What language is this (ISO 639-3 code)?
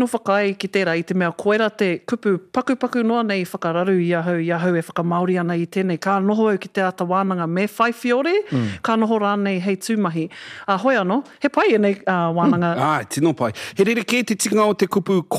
mri